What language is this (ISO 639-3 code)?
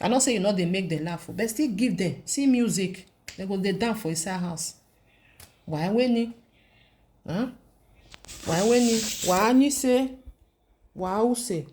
pcm